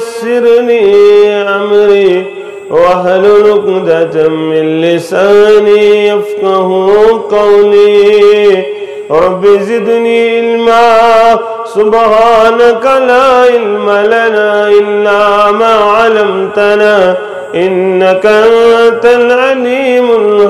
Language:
Kashmiri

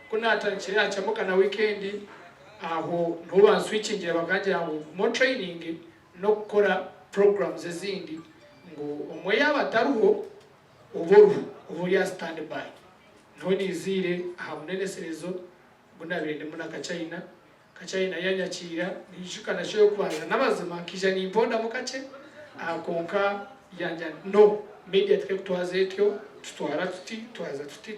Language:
Nyankole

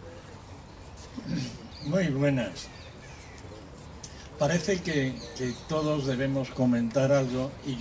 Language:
Spanish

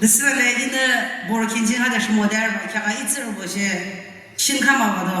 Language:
Yimchungru Naga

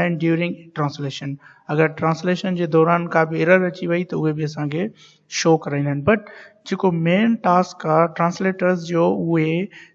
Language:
Sindhi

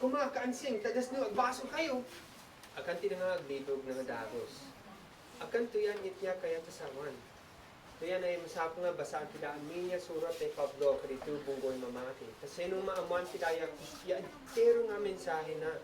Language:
Isnag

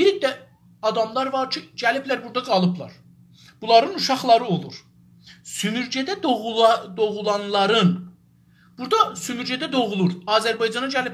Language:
South Azerbaijani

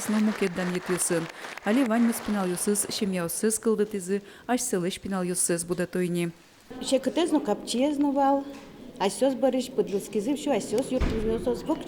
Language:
Udmurt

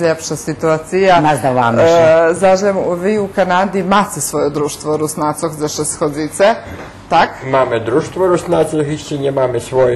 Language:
Rusyn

